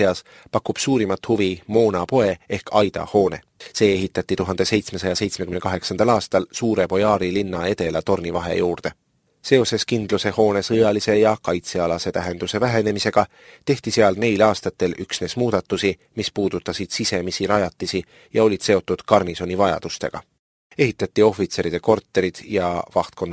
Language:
Estonian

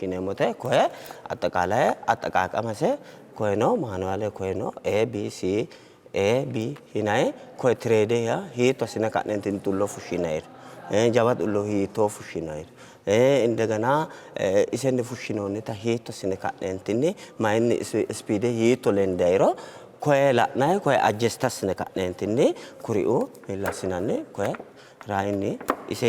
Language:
Sidamo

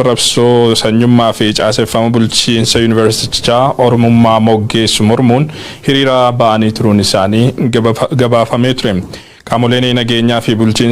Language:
Oromo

